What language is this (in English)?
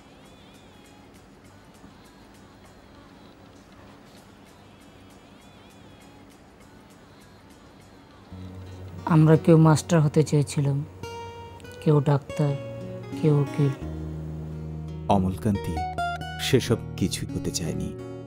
Bangla